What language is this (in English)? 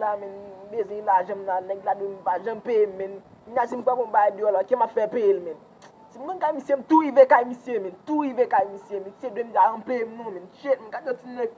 Haitian Creole